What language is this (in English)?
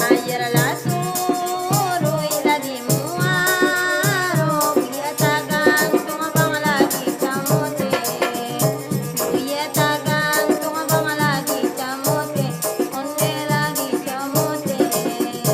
Minangkabau